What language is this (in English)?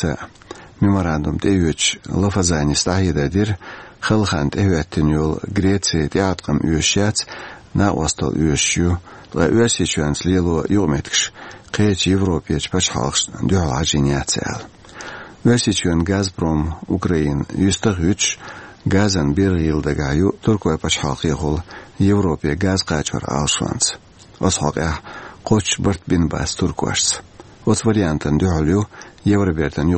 Chechen